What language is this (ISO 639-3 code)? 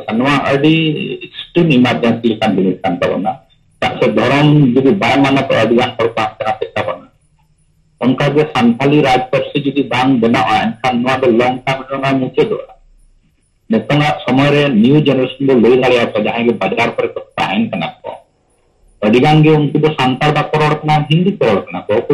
sat